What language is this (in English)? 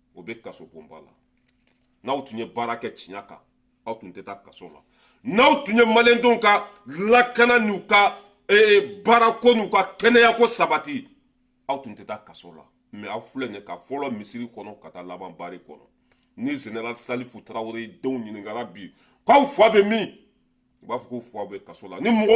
Bambara